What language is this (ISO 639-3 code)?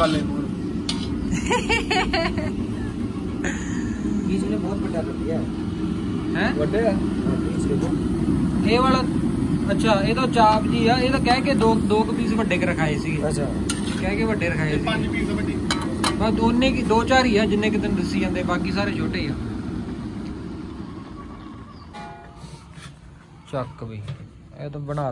pan